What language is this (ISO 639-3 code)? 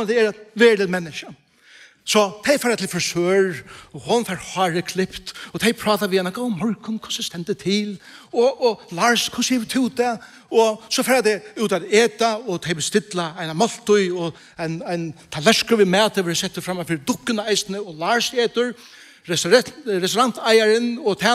fao